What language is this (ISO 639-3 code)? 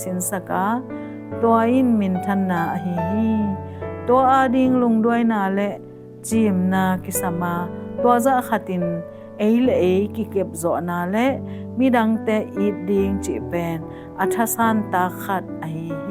ctd